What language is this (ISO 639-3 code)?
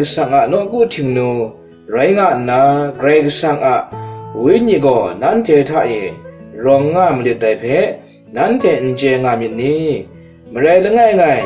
kac